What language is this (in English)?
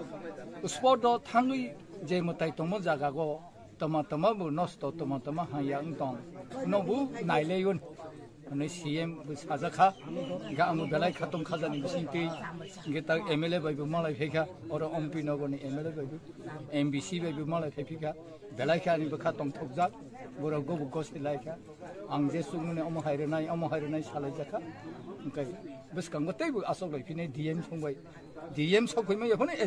Kok Borok